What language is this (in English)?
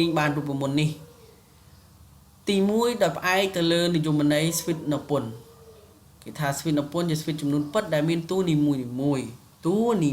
Khmer